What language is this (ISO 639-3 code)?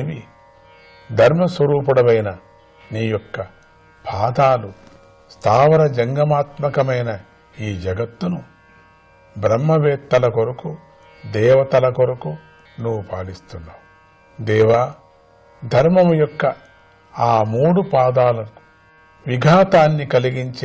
tel